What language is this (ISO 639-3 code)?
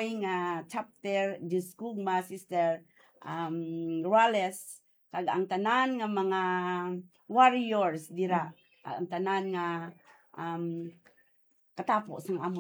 hil